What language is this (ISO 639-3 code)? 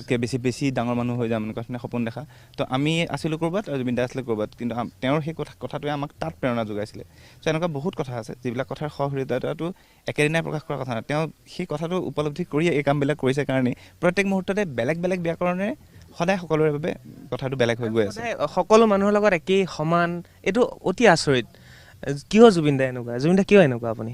asm